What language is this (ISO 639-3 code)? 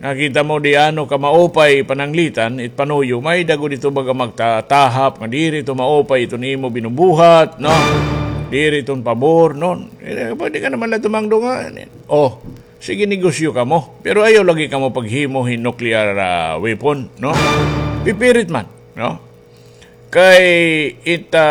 war